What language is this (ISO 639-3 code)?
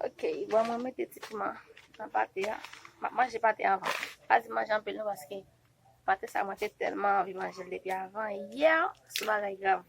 hat